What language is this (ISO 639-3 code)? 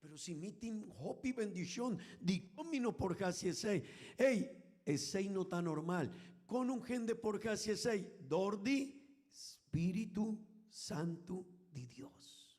pap